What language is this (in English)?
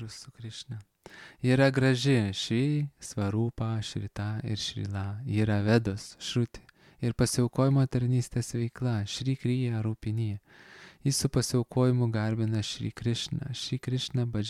Lithuanian